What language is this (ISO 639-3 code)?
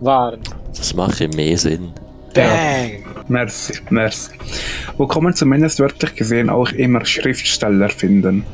gsw